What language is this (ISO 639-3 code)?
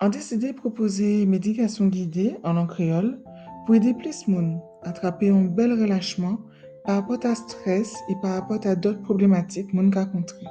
gcf